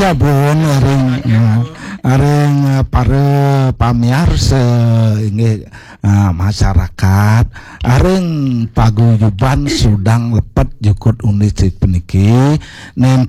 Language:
Balinese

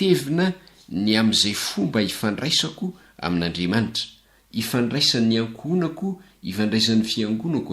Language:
Malagasy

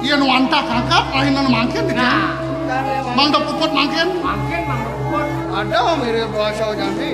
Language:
Balinese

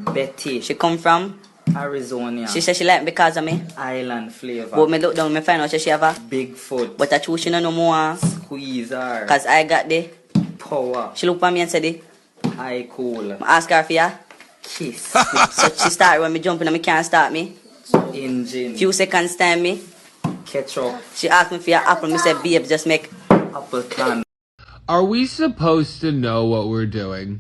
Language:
Jamaican Creole English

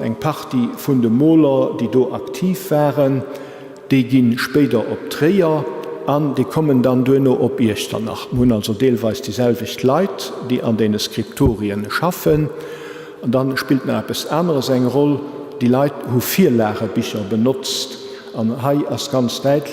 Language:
Luxembourgish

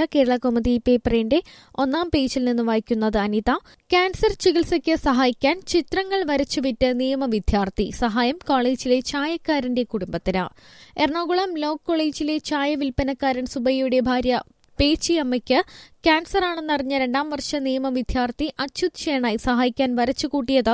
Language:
Malayalam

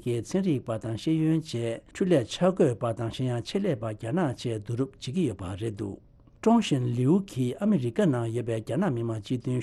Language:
Tibetan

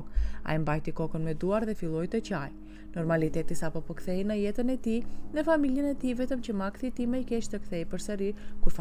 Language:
Albanian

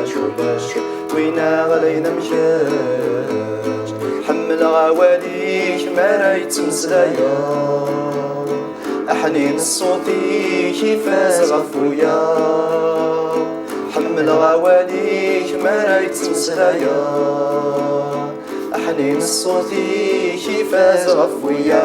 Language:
Kabyle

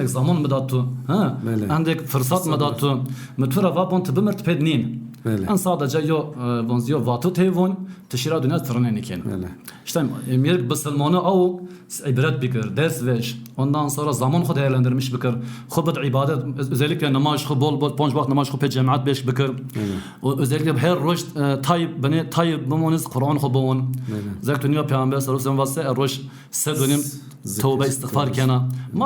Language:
Zaza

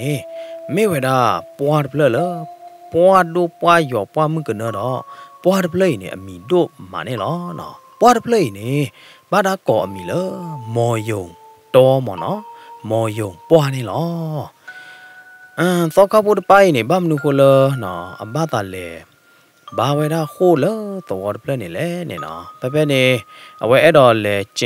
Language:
S'gaw Karen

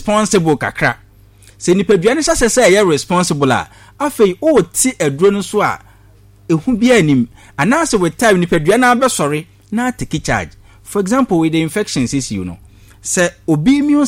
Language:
Akan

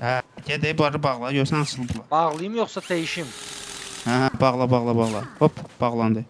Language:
Azerbaijani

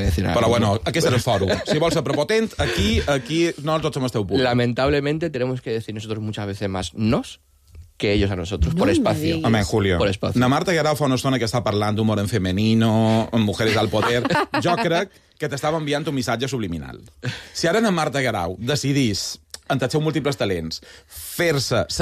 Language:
Catalan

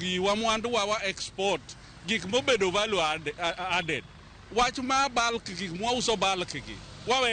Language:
Luo (Kenya and Tanzania)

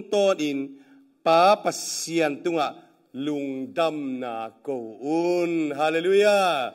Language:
Tedim Chin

